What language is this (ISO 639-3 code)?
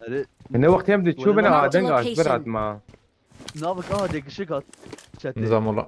kur